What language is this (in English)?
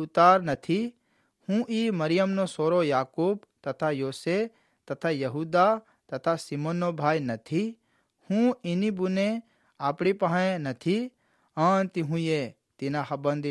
Gujarati